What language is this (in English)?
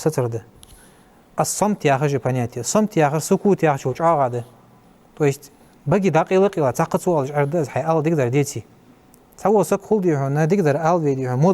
Ingush